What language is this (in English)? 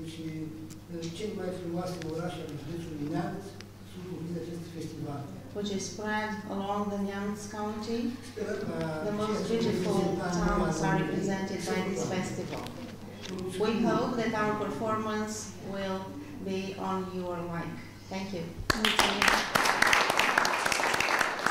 Romanian